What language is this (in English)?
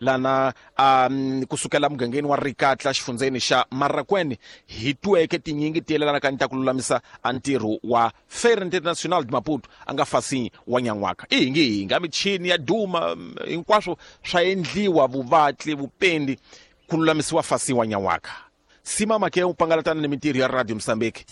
Tsonga